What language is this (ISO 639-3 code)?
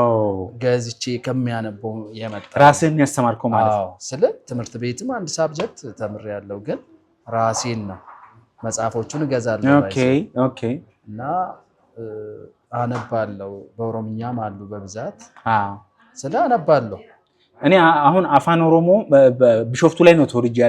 amh